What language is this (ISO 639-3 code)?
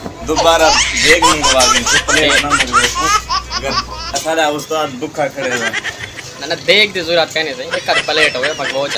skr